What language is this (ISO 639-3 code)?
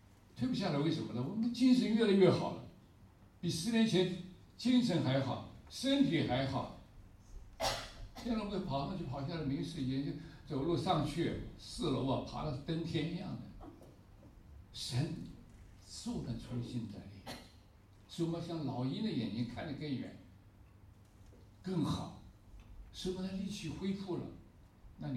zho